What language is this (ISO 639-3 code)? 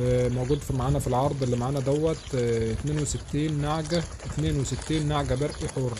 arz